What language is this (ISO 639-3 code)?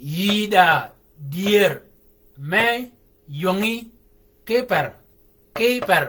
shk